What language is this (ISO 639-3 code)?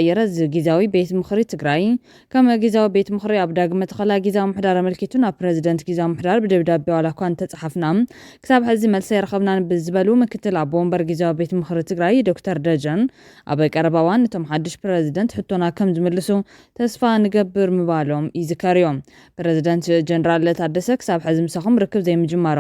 tir